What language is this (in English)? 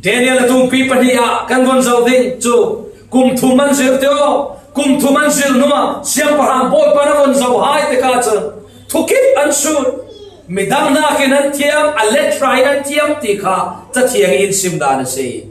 Falam Chin